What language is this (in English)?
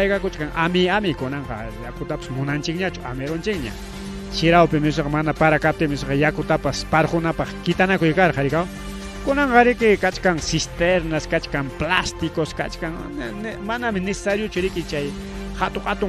Ayacucho Quechua